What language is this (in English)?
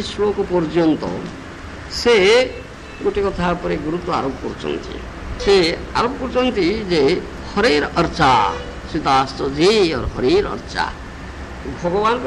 Odia